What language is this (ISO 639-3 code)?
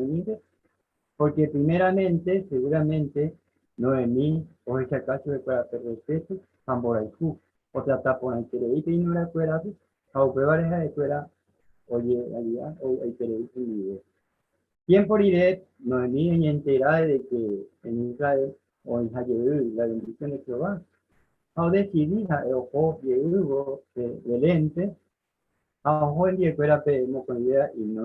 grn